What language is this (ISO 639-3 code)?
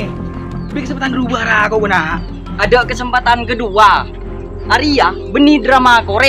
mad